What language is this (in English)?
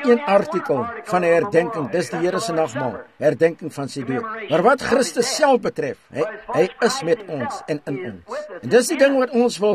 Afrikaans